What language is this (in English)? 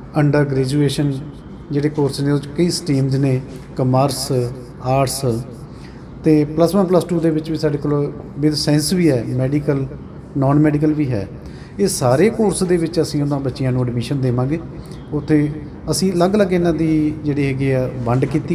Punjabi